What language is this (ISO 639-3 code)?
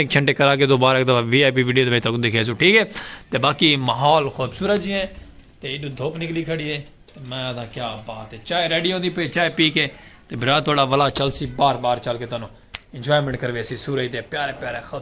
skr